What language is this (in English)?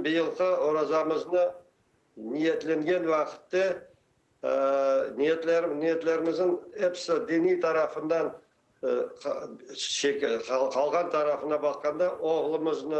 Crimean Tatar